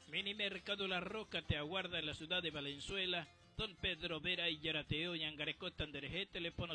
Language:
Guarani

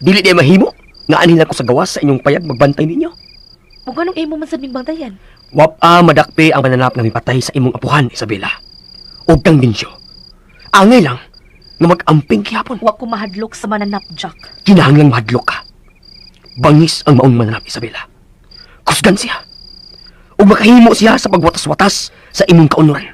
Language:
Cebuano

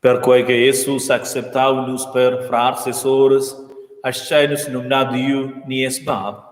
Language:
Romansh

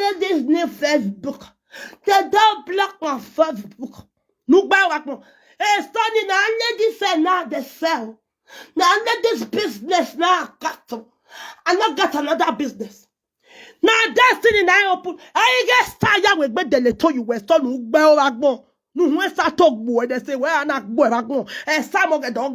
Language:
Nigerian Pidgin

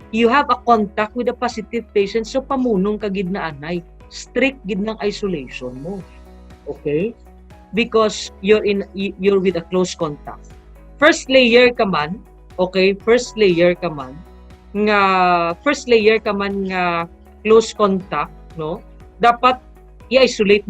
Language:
Hiligaynon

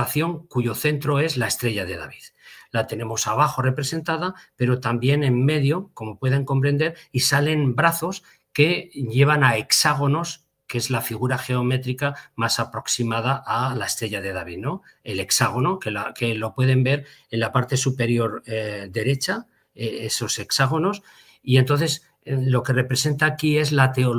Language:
Ladino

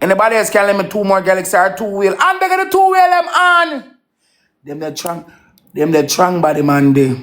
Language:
Jamaican Creole English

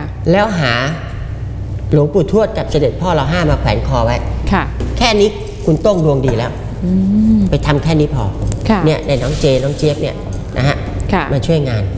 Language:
Thai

